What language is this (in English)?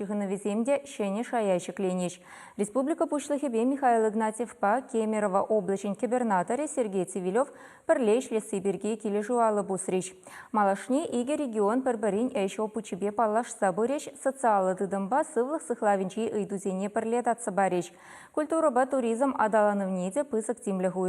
Chuvash